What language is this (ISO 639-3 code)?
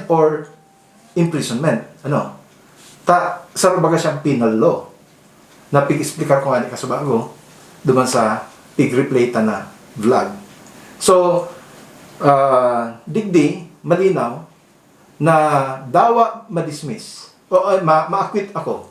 bik